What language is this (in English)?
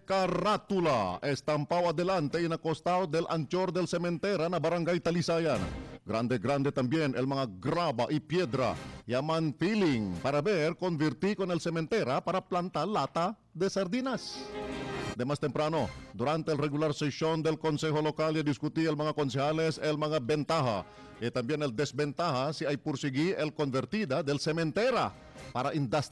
Chavacano